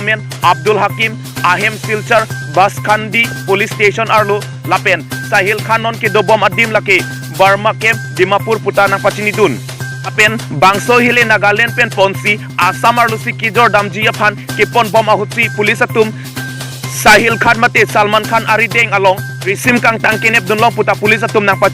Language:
Karbi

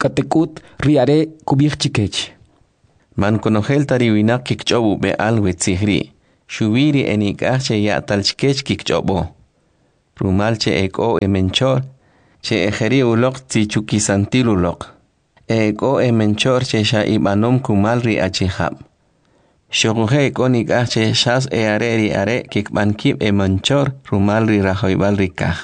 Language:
Kʼicheʼ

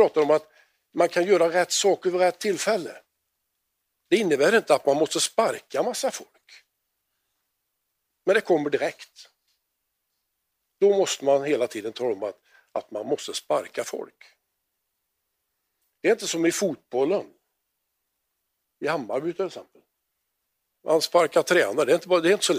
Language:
Swedish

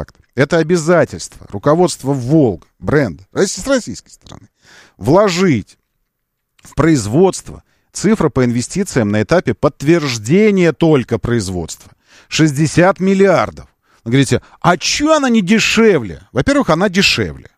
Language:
Russian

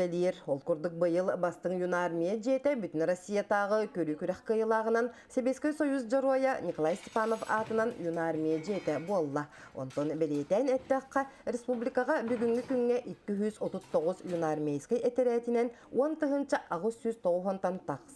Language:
Yakut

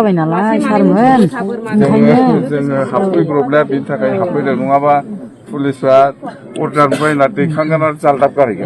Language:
Bodo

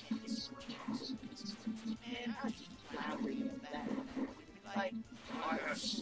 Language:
English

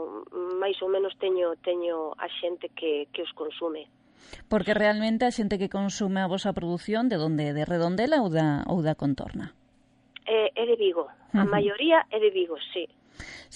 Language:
Galician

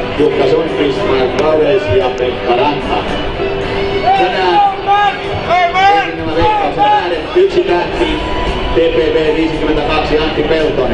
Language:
Finnish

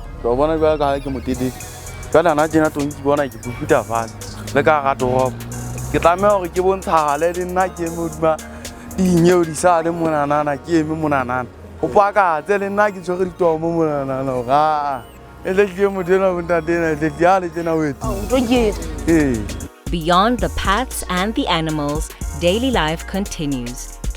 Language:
Southern Sotho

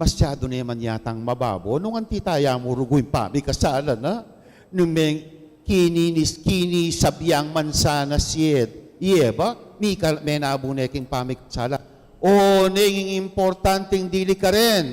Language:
Pampanga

